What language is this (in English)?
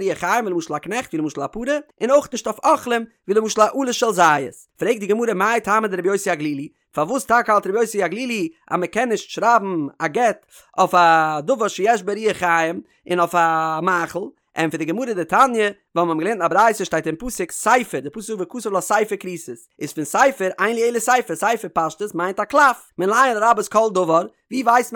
Yiddish